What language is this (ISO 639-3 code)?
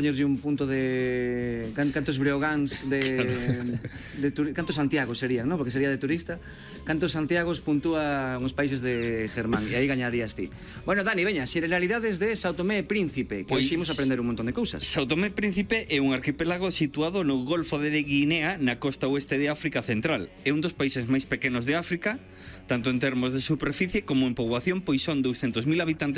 glg